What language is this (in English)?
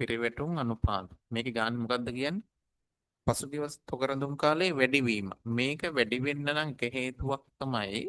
Sinhala